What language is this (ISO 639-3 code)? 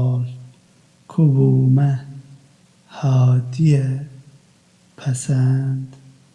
kur